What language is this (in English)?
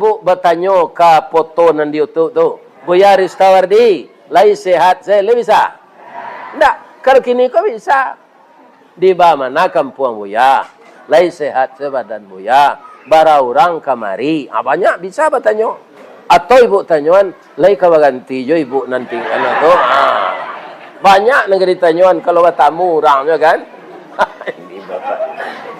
Minangkabau